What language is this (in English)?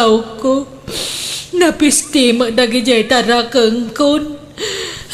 Iloko